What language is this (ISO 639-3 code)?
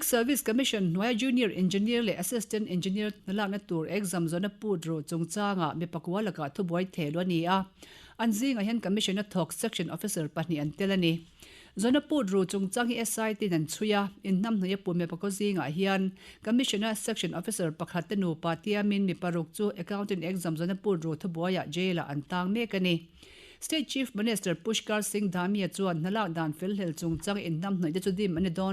lus